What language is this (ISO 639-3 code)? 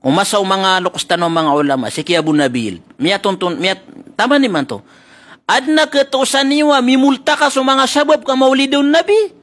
mrw